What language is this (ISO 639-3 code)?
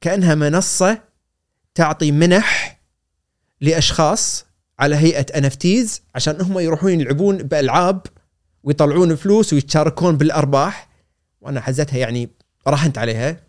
afb